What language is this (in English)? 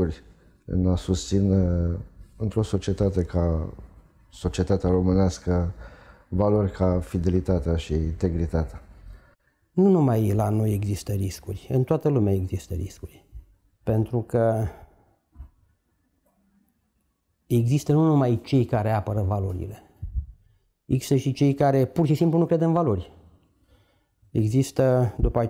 Romanian